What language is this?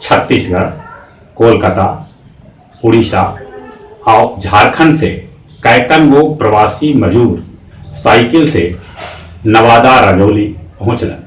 Magahi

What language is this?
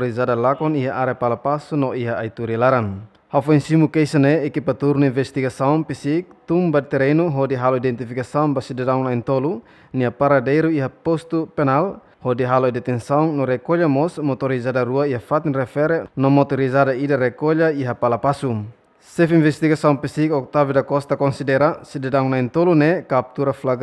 Tetum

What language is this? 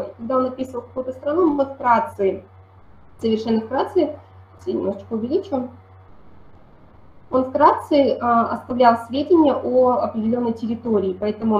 Russian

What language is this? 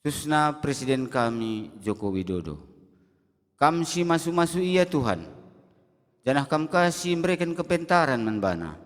Batak Karo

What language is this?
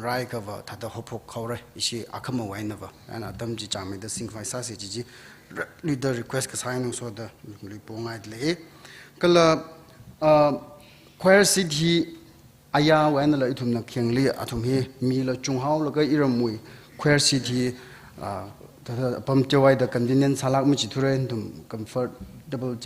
Tangkhul Naga (India)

